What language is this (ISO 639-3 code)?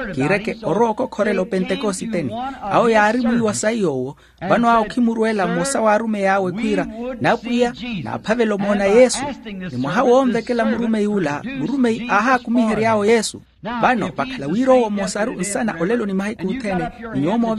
vmw